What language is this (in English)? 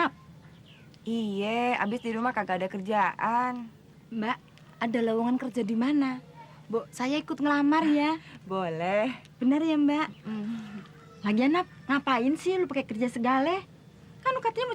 Betawi